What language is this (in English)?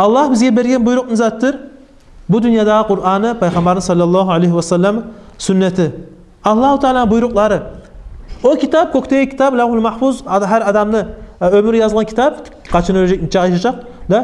Kumyk